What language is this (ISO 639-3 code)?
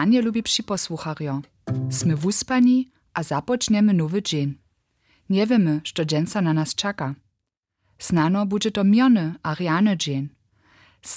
hsb